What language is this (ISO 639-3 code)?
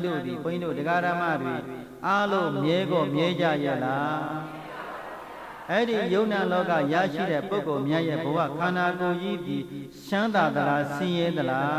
mya